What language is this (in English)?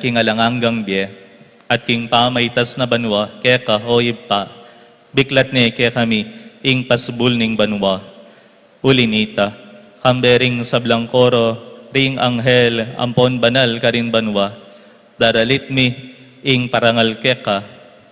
Pampanga